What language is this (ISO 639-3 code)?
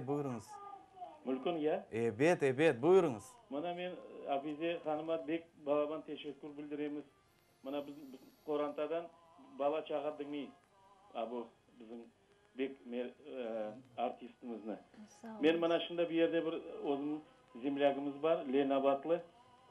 crh